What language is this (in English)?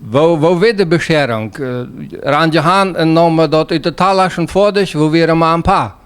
Plautdietsch